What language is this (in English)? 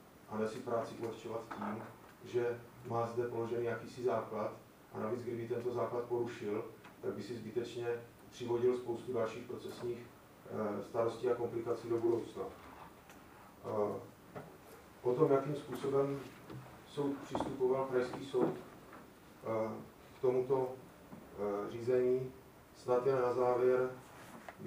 Czech